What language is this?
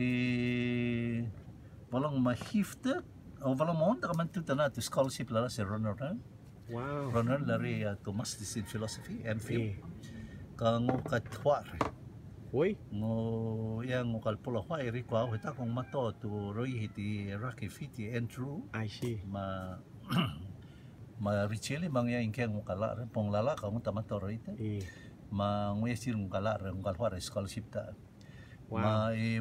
Rotuman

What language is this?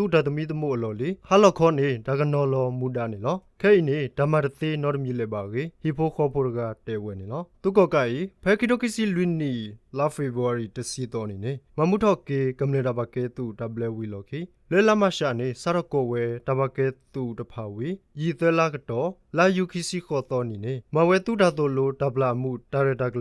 S'gaw Karen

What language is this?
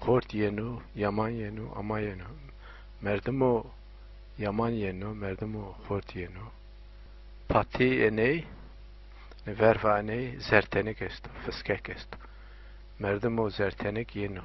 Zaza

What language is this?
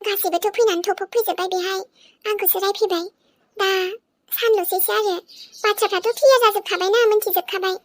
Bodo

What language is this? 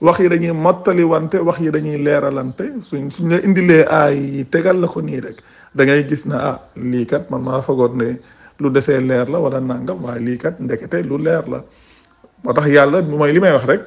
Wolof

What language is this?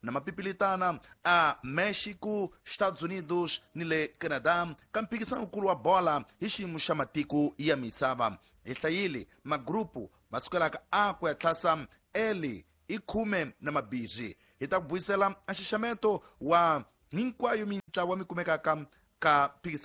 Tsonga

